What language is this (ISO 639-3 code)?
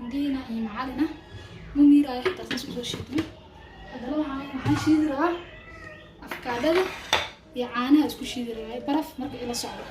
som